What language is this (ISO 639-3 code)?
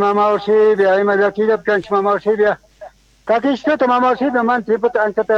quh